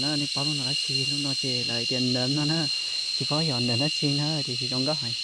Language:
Hmong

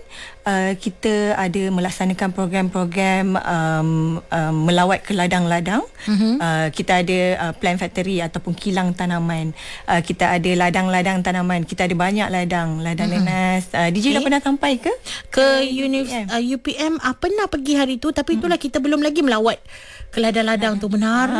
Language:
Malay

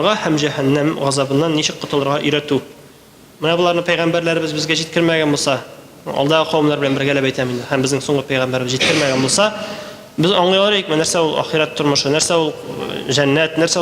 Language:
Tatar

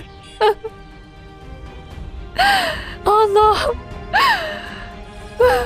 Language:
Turkish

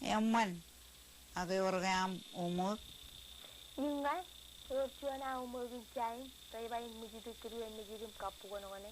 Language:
Marshallese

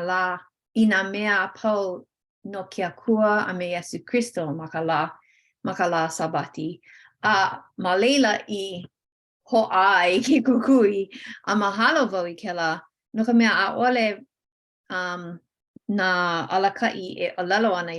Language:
Hawaiian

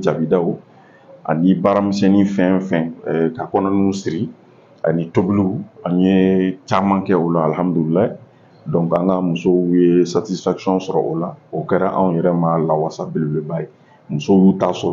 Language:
Bambara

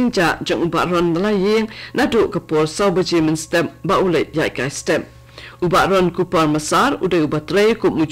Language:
Khasi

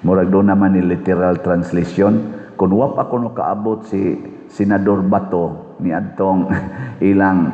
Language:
Cebuano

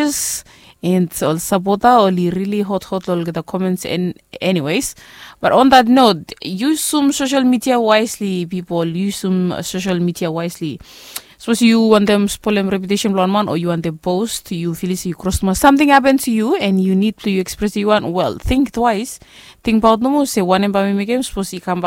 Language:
Bislama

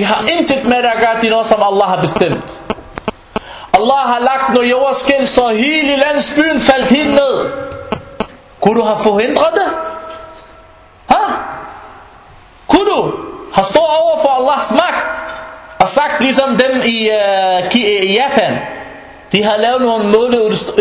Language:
Danish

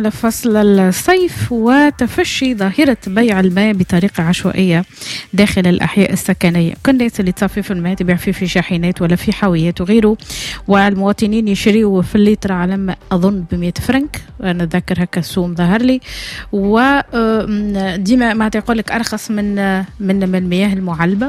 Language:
Tunisian Arabic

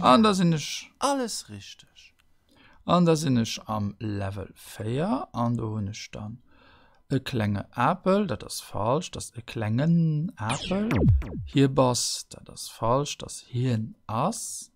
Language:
Luxembourgish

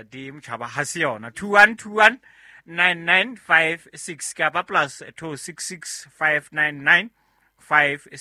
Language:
Southern Sotho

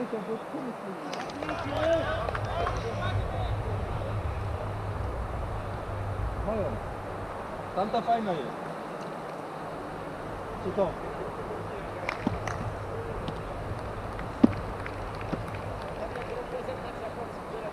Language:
Polish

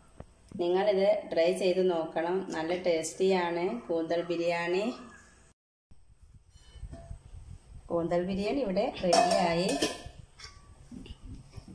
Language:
Malayalam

